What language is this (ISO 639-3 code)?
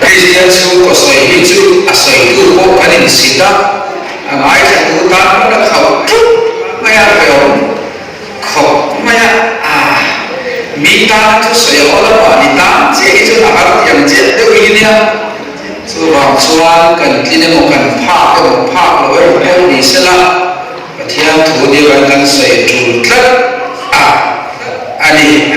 lus